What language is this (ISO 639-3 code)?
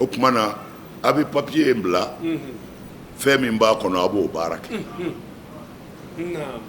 bam